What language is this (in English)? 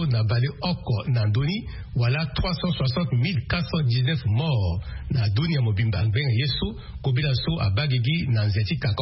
Sango